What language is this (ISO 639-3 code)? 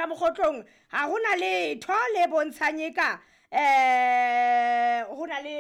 sot